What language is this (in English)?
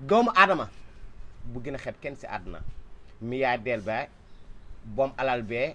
Wolof